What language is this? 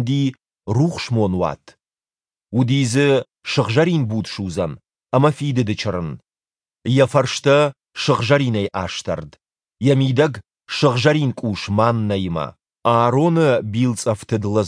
Ossetic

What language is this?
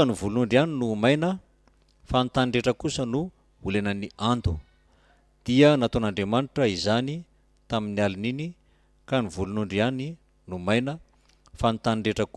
Malagasy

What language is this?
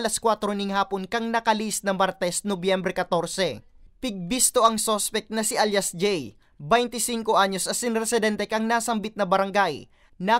Bikol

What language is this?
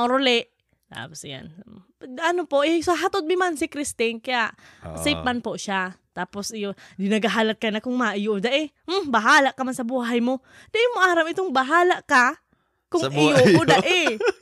Bikol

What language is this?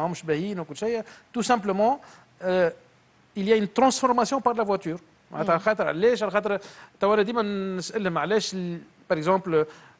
Tunisian Arabic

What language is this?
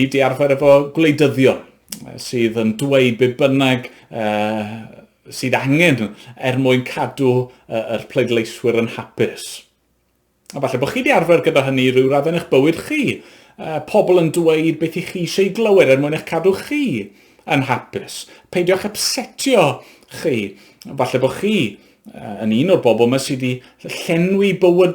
Welsh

